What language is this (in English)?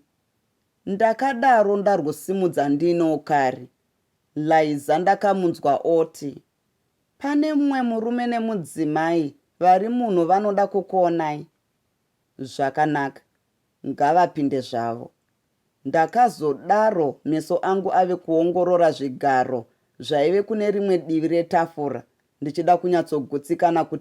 Shona